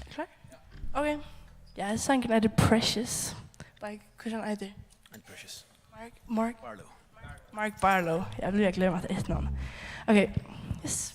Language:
Faroese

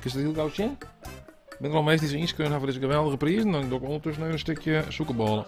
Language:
Western Frisian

